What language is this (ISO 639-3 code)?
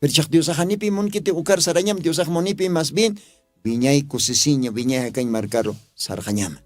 aym